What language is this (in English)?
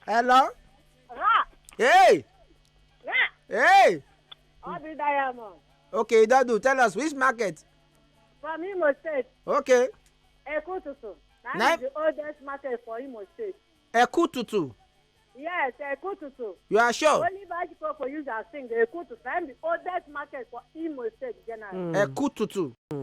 Nigerian Pidgin